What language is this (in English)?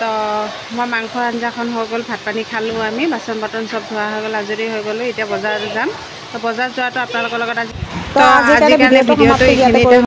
Assamese